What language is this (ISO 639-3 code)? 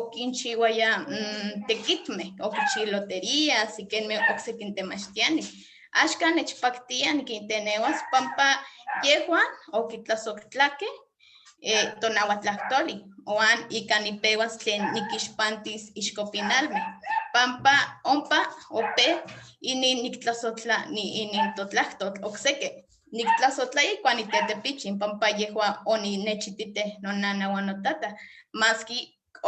nhe